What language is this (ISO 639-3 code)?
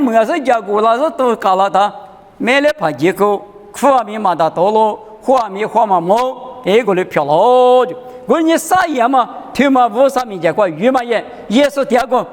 lis